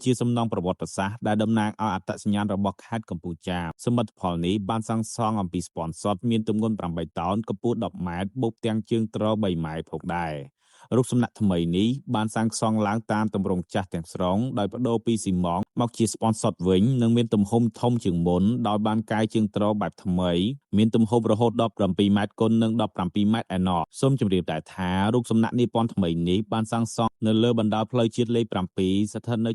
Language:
Khmer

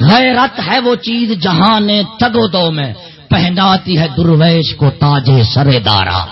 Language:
Saraiki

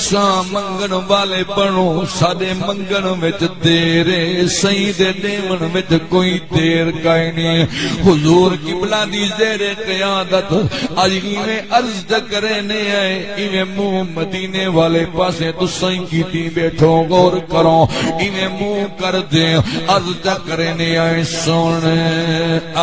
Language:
Saraiki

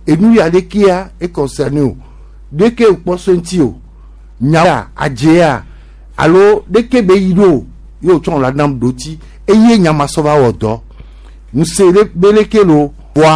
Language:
Gen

